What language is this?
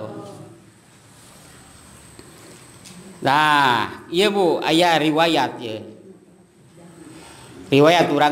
Sundanese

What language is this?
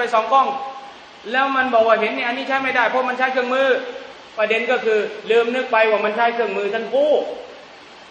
Thai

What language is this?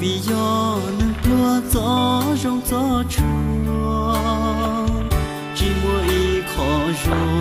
Hmong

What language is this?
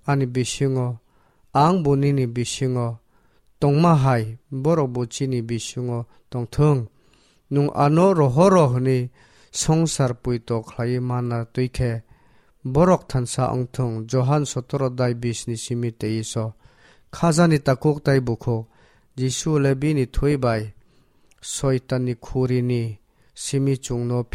Kok Borok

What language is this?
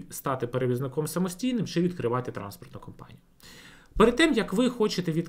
Ukrainian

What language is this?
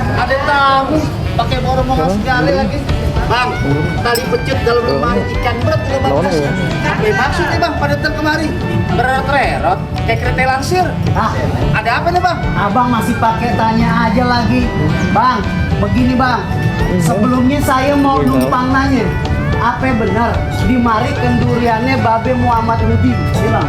Betawi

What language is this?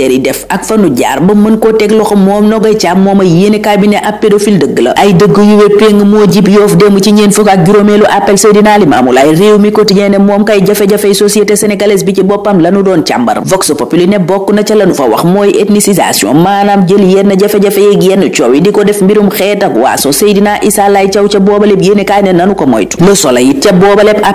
Wolof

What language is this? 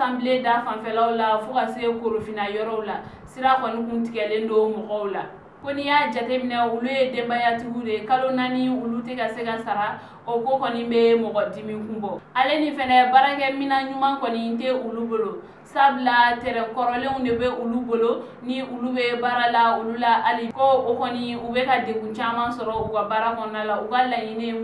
Bambara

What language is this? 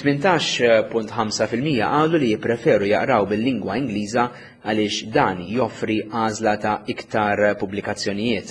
Maltese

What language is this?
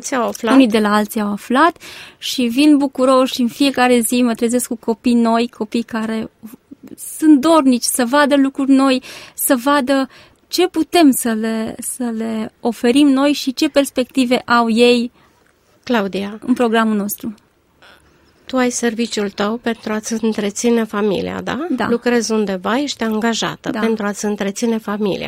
Romanian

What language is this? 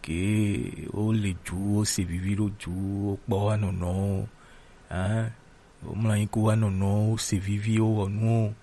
Gen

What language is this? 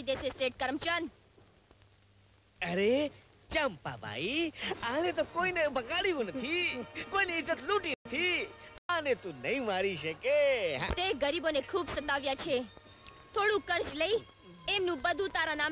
Gujarati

